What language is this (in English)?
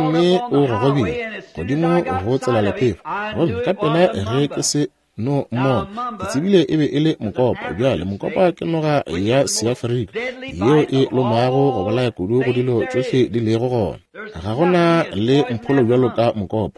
Northern Sotho